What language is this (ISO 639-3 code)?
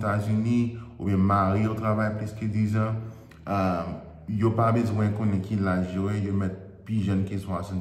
hat